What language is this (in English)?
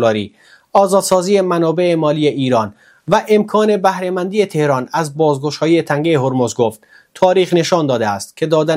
Persian